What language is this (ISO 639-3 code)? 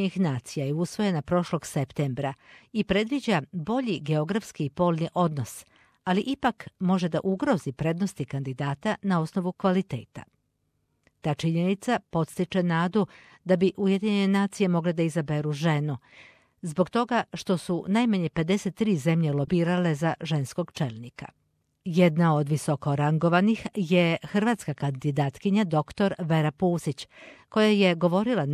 srp